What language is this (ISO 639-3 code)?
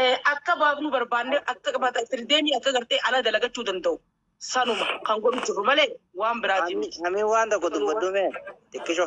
orm